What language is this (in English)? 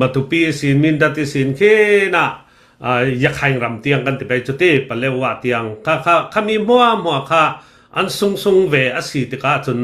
Hakha Chin